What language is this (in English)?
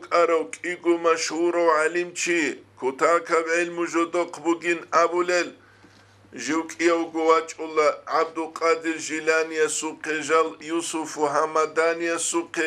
Avaric